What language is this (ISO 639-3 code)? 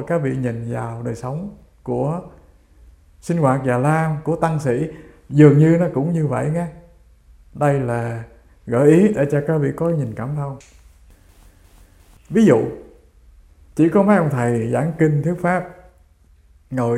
vie